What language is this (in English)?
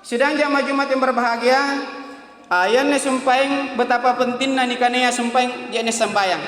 Makasar